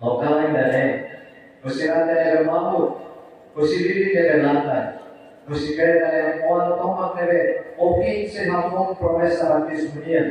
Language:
Tetum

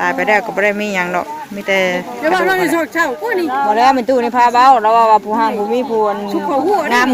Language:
Northeastern Thai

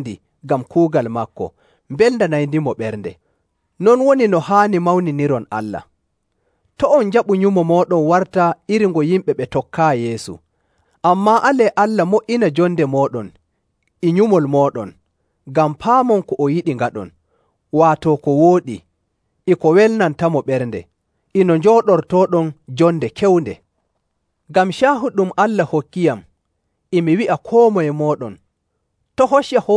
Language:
Nigerian Fulfulde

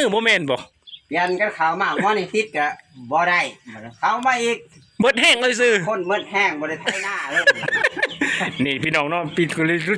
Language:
Lao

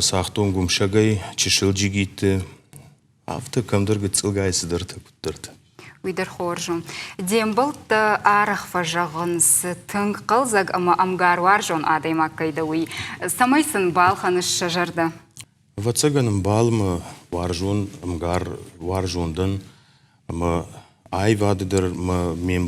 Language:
Ossetic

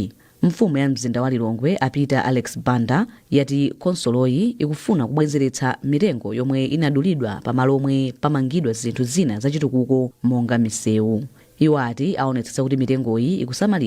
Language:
Nyanja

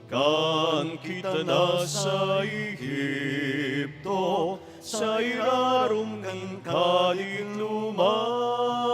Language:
Bikol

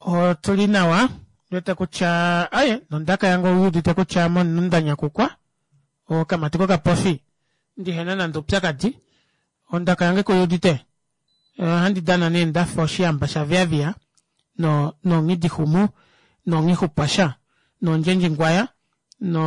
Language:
Kuanyama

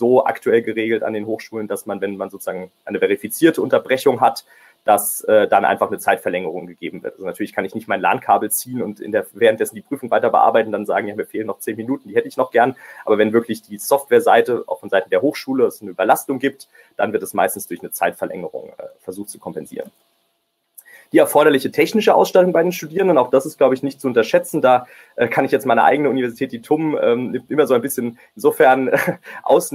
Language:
German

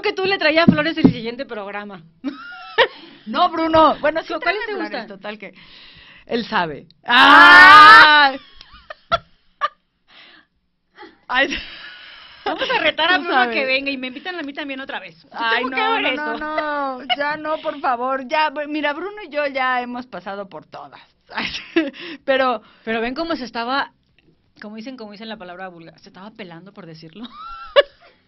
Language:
Spanish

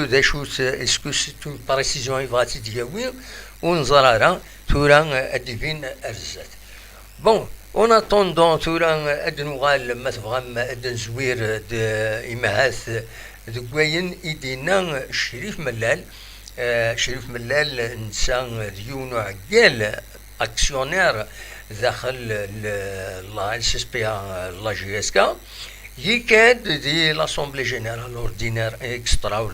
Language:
Kabyle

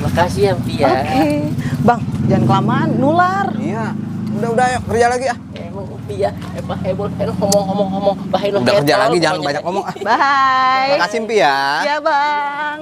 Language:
Betawi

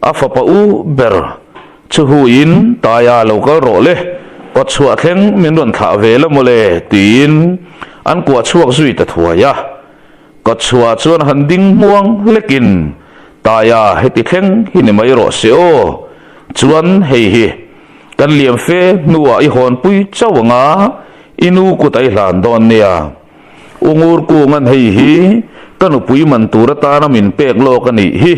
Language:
Mizo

